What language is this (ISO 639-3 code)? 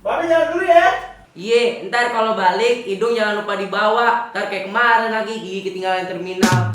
bew